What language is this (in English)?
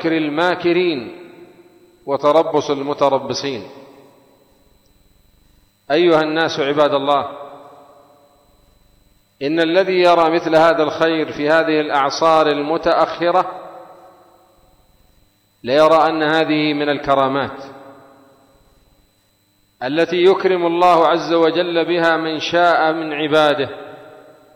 Arabic